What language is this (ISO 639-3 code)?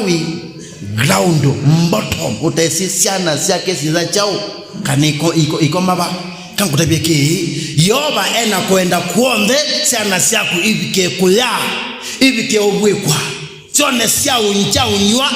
kam